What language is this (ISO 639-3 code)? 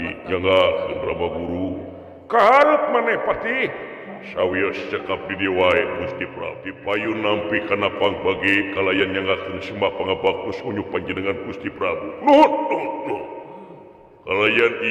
sun